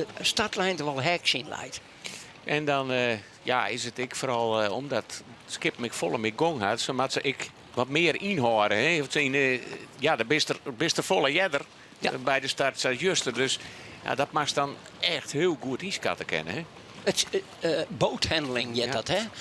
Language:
Western Frisian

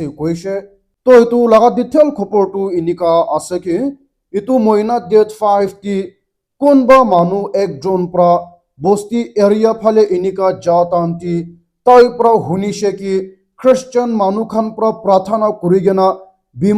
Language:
Naga Pidgin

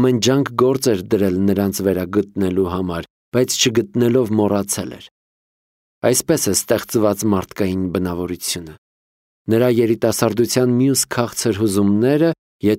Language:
Armenian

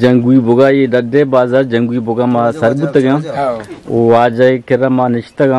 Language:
Eastern Balochi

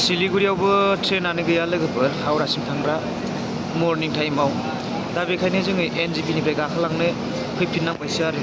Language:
Bodo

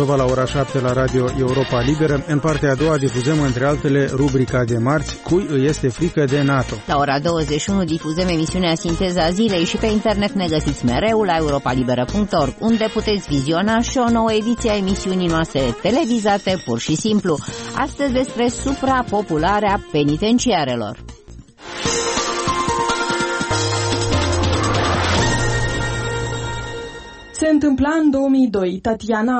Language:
Romanian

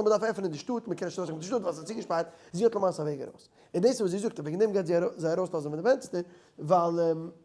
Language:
Yiddish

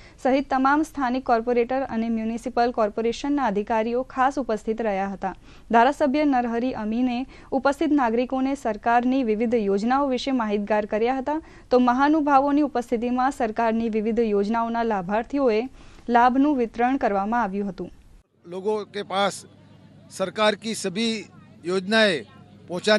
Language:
Gujarati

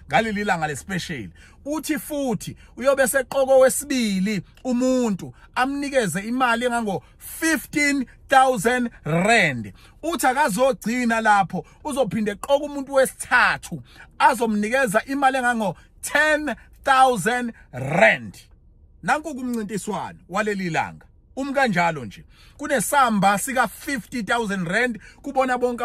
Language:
Zulu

